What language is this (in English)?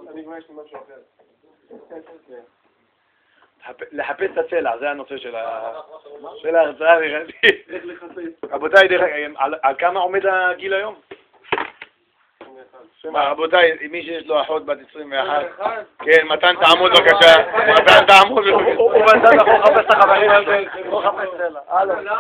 Hebrew